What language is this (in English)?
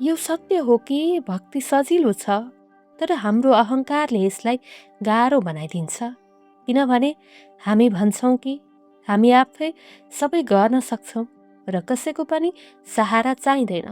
Nepali